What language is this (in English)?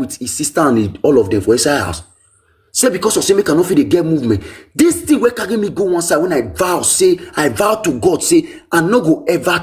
Nigerian Pidgin